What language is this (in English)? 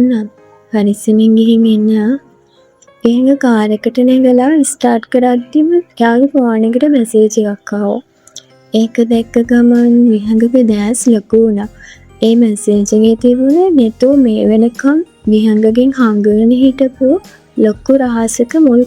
Sinhala